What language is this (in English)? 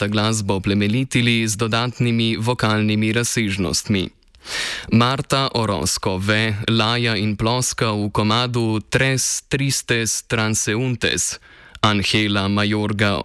Slovenian